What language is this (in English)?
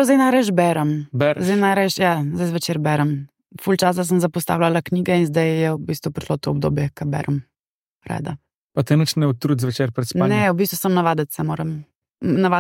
Slovenian